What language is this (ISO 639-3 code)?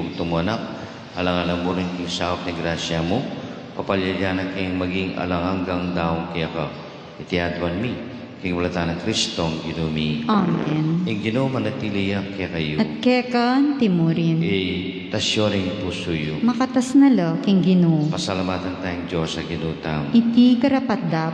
pam